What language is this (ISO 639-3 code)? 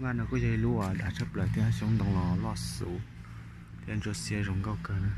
hmn